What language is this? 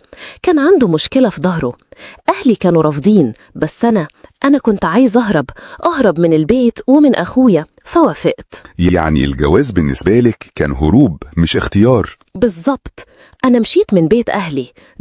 Egyptian Arabic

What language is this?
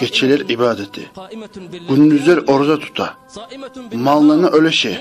Kumyk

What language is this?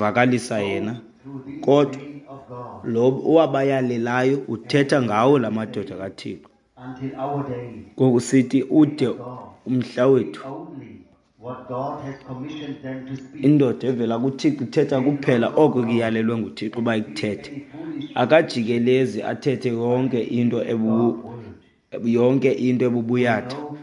Xhosa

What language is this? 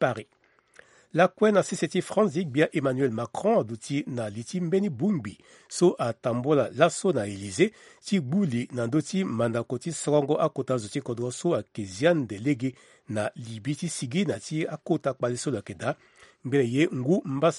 Sango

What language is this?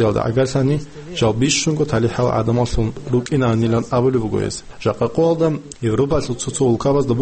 Avaric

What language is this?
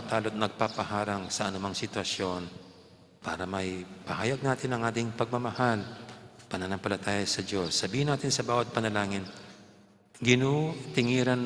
Pampanga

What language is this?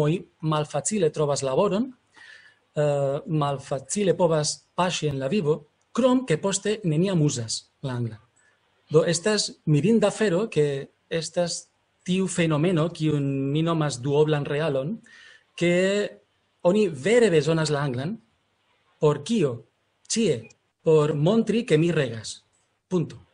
Esperanto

